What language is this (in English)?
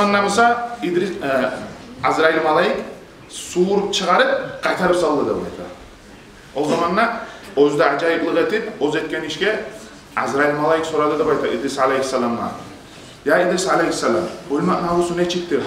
Kumyk